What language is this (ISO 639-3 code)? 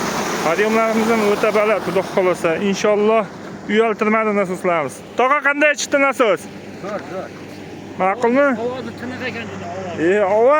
uzb